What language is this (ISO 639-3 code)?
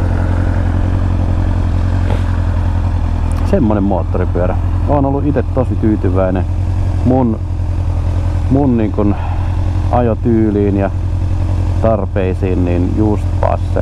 fin